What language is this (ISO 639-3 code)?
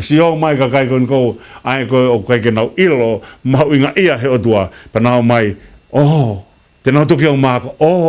ton